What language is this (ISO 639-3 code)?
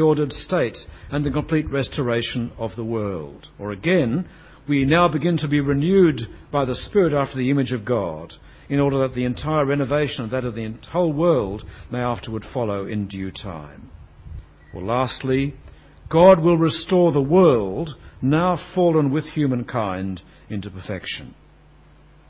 eng